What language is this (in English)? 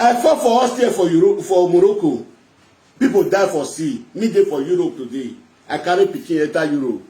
Nigerian Pidgin